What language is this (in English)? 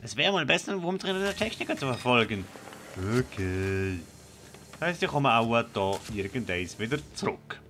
Swiss German